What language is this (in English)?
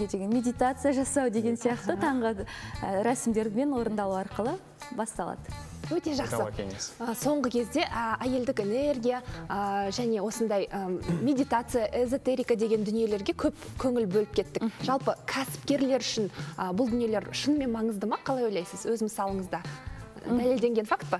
Kazakh